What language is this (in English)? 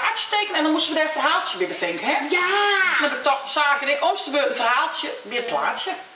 Western Frisian